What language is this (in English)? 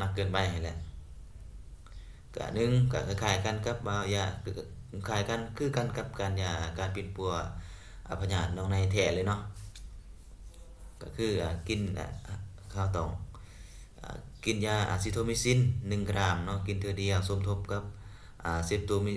Lao